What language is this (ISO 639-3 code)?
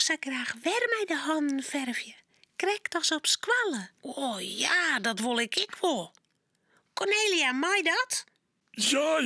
fry